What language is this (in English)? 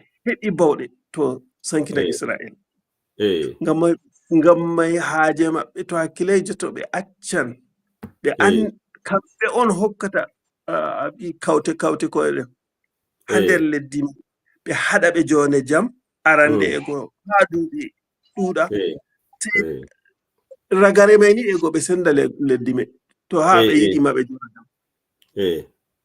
Fula